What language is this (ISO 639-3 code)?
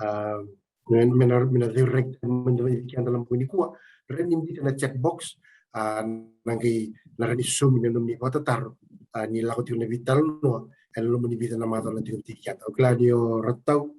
fij